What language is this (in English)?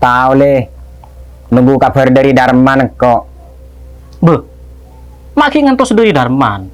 Madurese